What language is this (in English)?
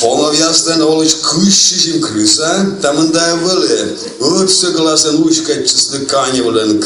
Komi